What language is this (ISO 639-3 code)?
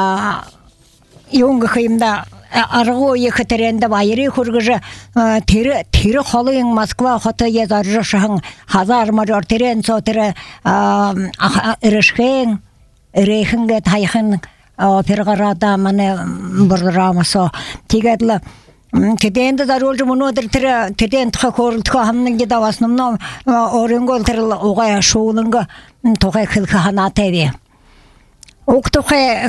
bua